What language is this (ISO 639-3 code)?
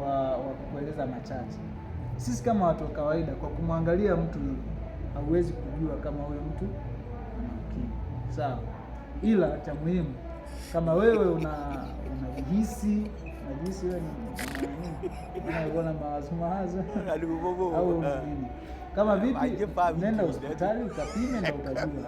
swa